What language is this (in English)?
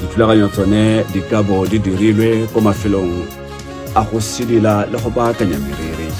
Tswana